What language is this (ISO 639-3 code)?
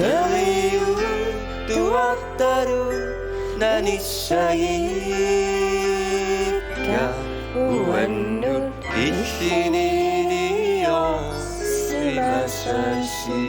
kal